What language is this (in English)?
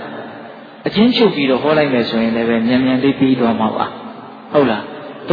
Burmese